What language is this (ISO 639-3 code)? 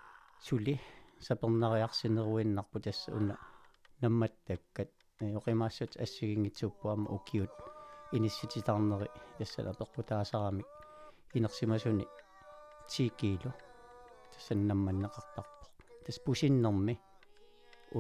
kal